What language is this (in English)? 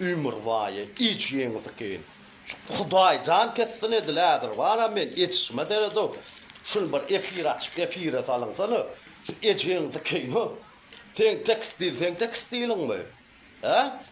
Turkmen